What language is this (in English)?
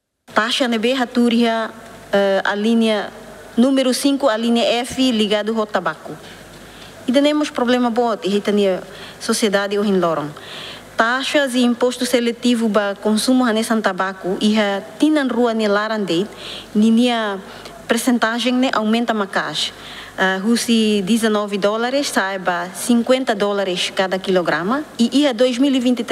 Tetum